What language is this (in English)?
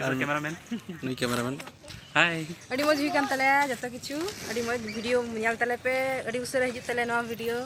Santali